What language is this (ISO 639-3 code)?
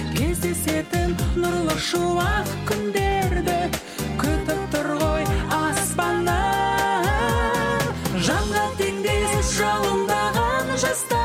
kaz